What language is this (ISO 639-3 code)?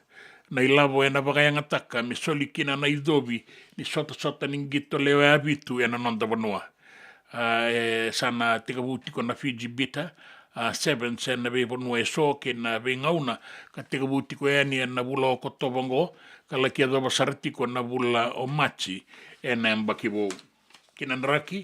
fij